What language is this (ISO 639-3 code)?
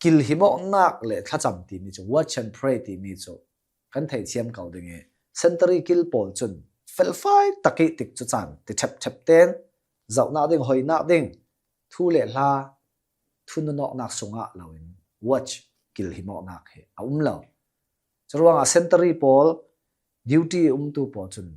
cnh